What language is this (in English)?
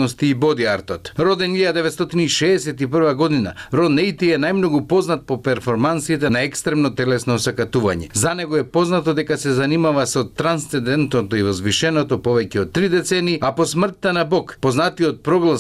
Macedonian